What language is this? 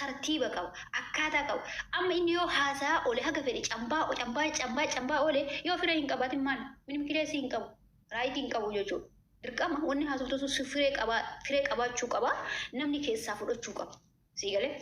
Oromo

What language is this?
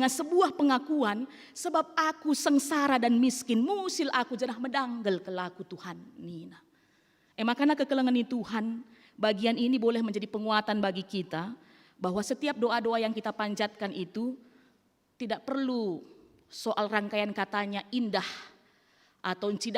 Batak Karo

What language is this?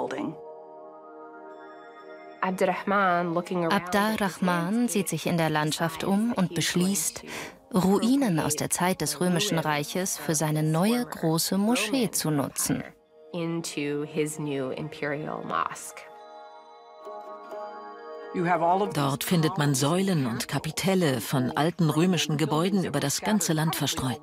German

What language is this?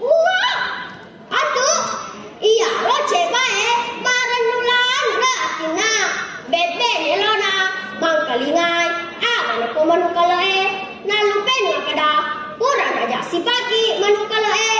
Buginese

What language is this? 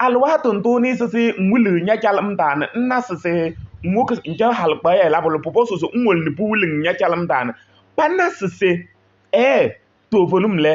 Kabiyè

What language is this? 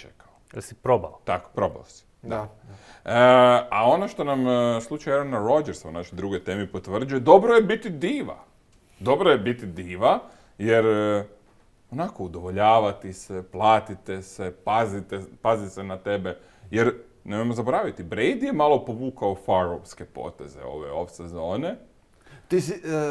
Croatian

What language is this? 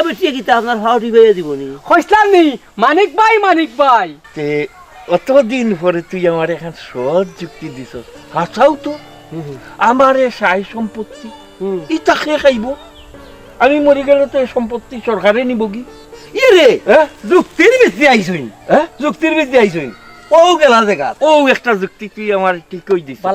Sylheti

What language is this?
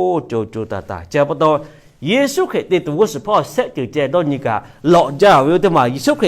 Lahu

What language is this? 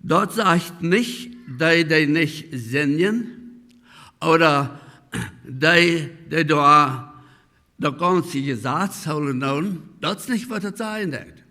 Plautdietsch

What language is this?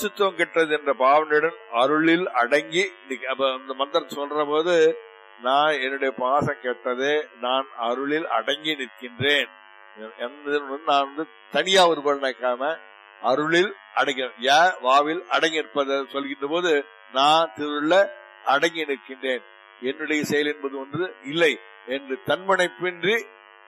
Tamil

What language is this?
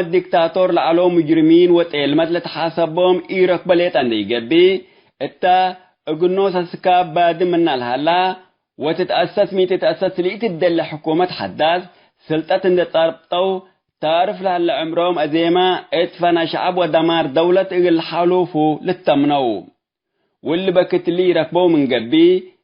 Tigre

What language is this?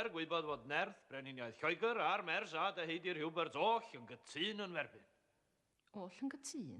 Welsh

